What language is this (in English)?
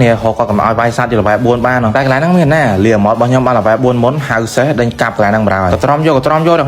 Khmer